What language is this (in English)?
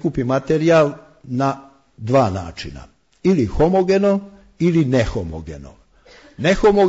Serbian